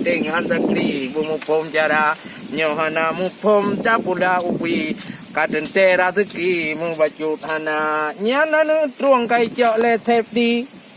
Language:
Achinese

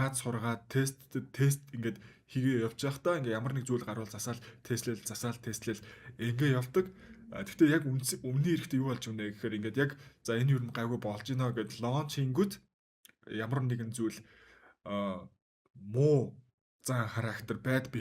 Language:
Mongolian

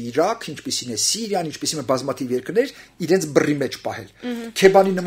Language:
Armenian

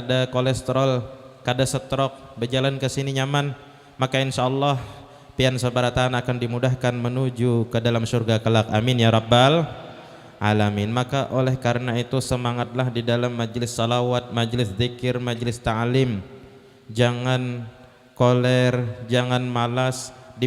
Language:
Banjar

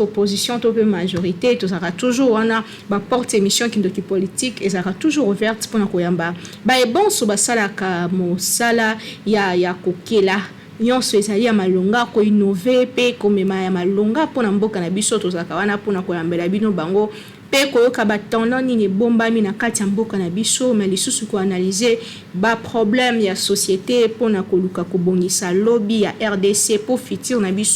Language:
Lingala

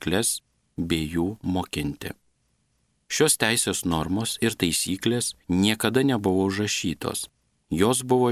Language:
Lithuanian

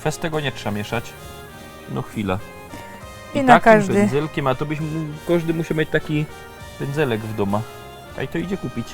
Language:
Silesian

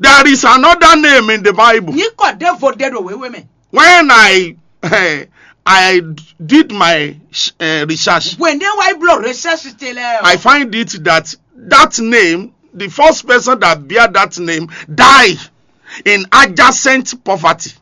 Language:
Fon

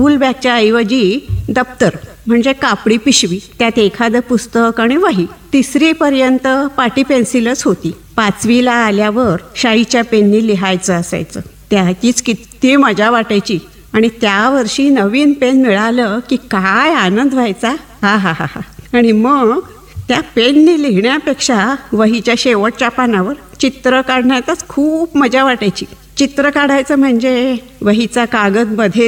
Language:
Marathi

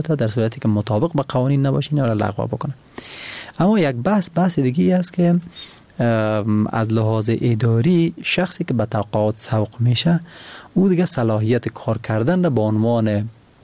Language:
Persian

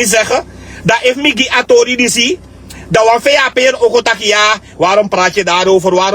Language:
Sranan Tongo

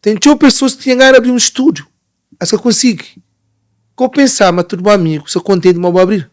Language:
Kabuverdianu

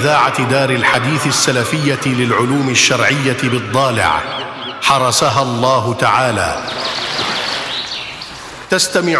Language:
Arabic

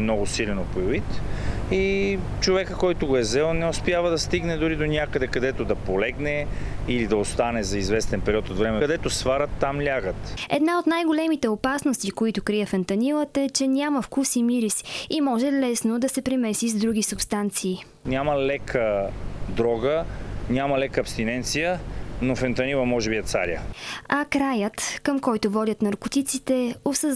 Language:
Bulgarian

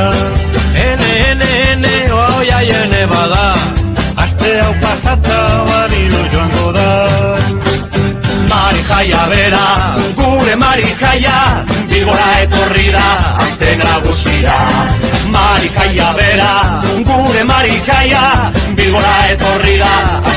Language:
Basque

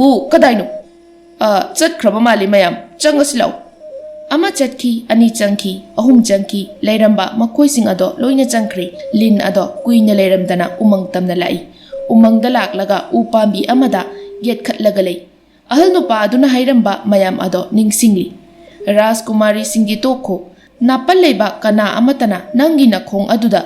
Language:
Manipuri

